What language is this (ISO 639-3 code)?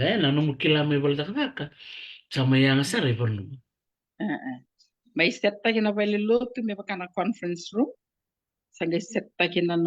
fij